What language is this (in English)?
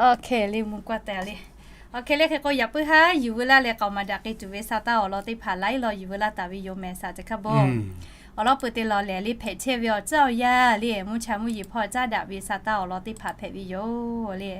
Lahu